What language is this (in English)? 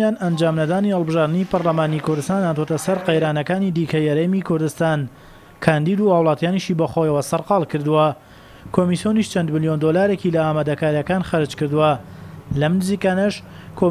Central Kurdish